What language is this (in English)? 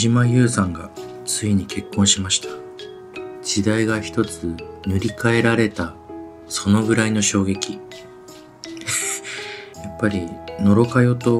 Japanese